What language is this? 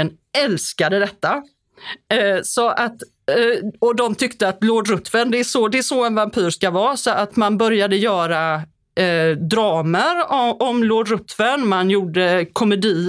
Swedish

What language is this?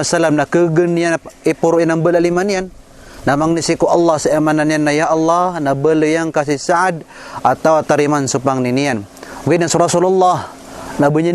Maranao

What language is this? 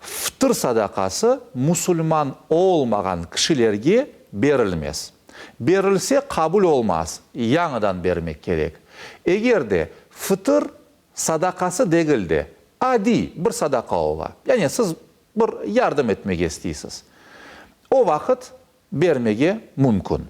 Crimean Tatar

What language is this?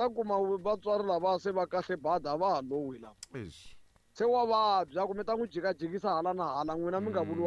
Tsonga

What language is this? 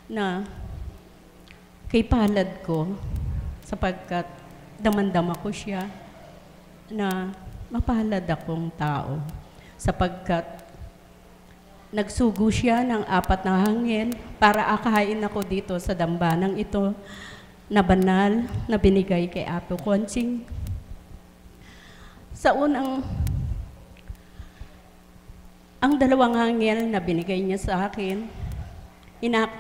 Filipino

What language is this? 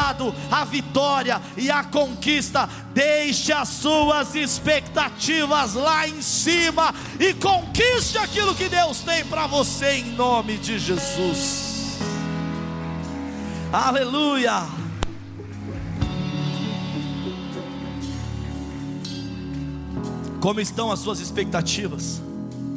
Portuguese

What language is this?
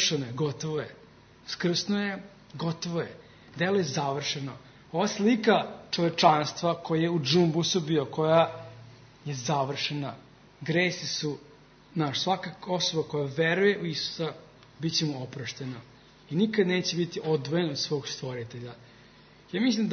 Serbian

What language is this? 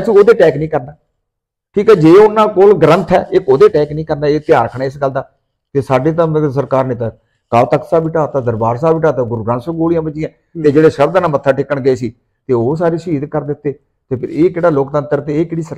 Punjabi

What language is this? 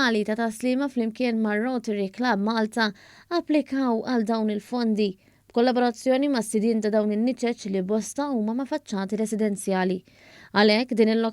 Maltese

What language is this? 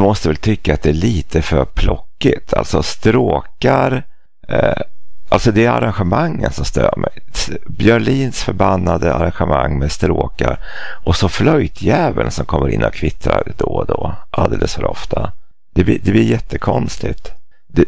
Swedish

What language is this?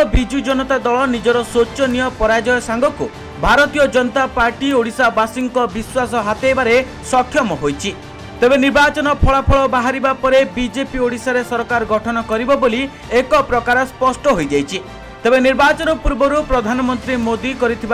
Odia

